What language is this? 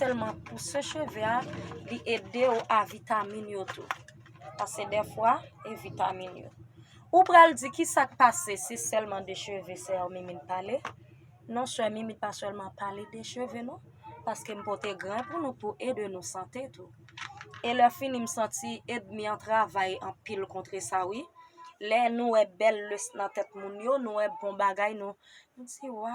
Haitian Creole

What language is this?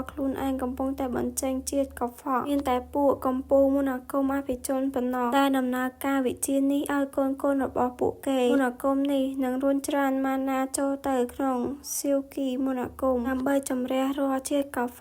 Khmer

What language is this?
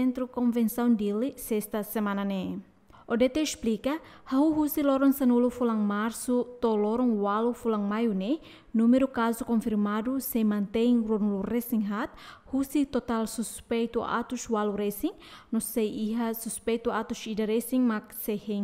Tetum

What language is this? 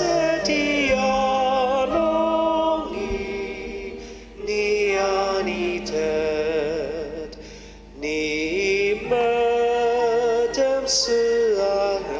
Ao Naga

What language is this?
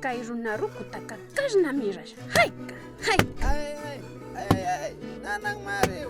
Imbabura Highland Quichua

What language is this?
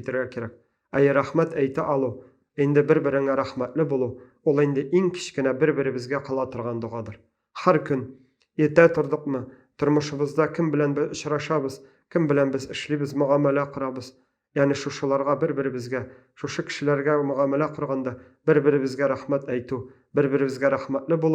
Tatar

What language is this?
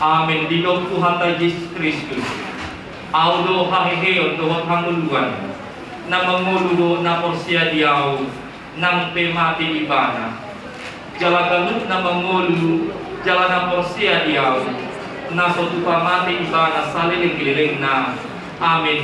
Batak Toba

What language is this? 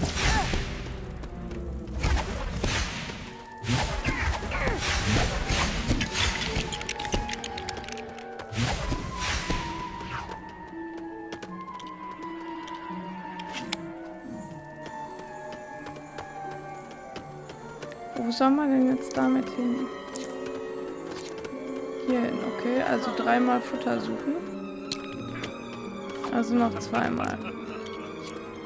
German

